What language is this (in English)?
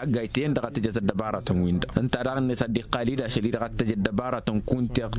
Tamasheq